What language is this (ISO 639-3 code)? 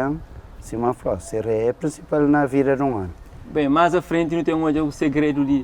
kea